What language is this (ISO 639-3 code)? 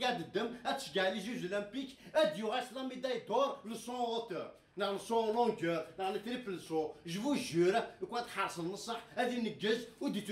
kab